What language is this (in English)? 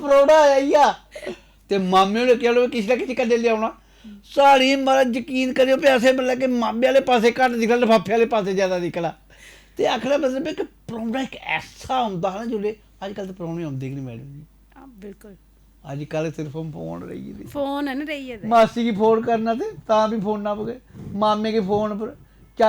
Dogri